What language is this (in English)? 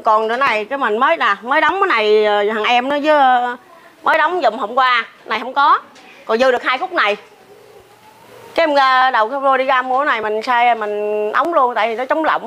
Vietnamese